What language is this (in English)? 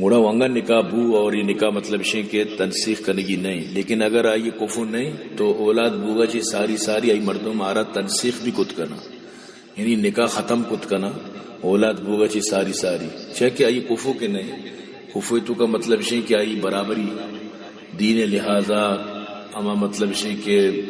Baluchi